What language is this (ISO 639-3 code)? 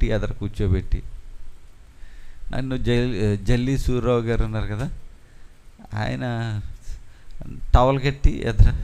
tel